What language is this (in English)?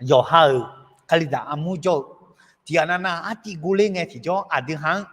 Akha